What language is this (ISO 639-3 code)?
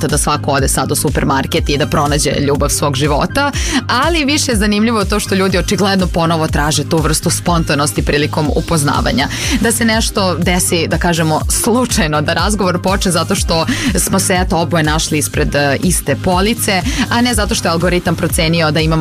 srp